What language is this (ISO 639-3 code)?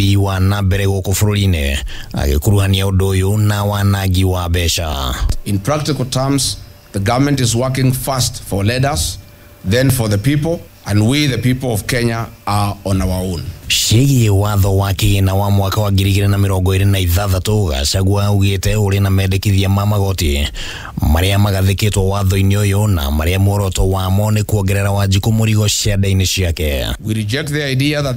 kik